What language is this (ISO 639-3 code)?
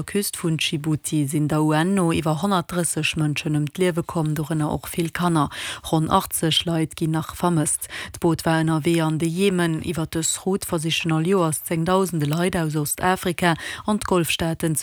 ltz